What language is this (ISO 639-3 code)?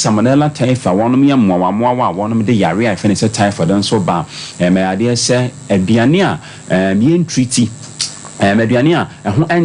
aka